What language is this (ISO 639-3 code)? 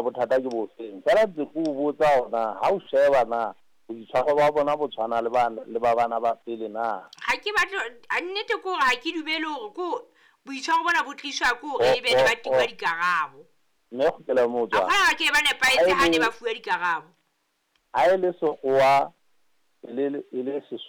sot